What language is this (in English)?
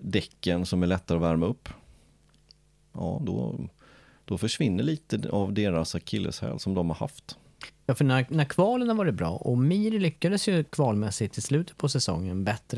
Swedish